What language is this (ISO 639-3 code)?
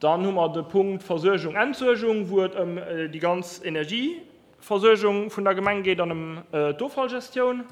ltz